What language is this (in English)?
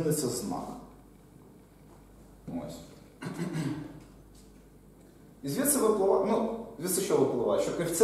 Ukrainian